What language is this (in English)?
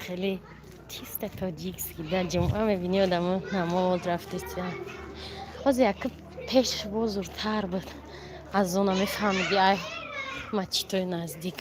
Tajik